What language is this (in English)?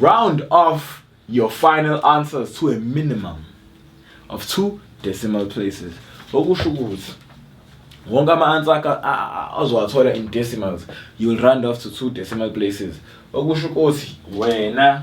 Zulu